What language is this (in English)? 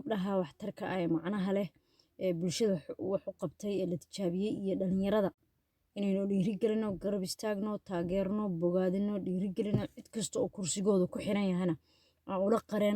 Somali